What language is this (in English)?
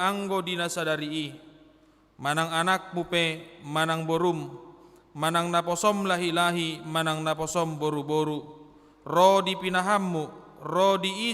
Batak Toba